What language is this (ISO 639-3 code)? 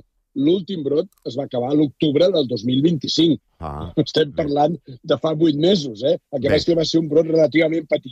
cat